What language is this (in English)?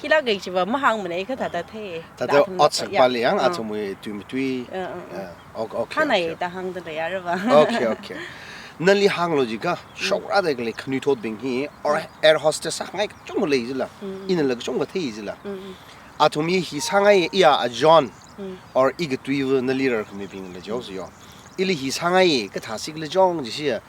Tangkhul Naga (India)